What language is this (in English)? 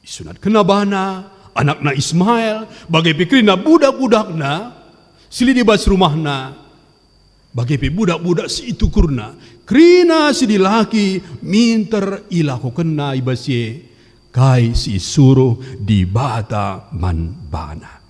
Batak Karo